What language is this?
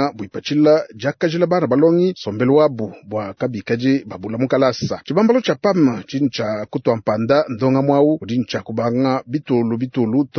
Luba-Lulua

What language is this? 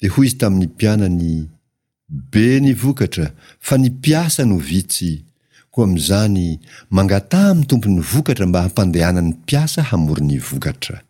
Malagasy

